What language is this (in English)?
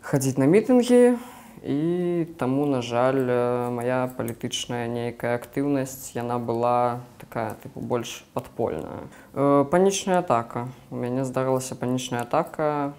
Belarusian